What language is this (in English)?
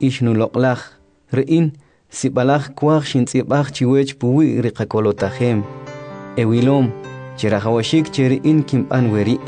Kʼicheʼ